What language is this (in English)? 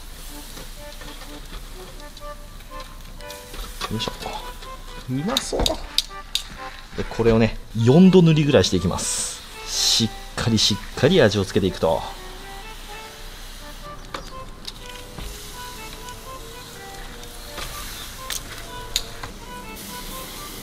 Japanese